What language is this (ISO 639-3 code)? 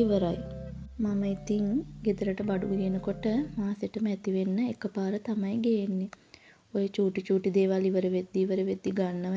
sin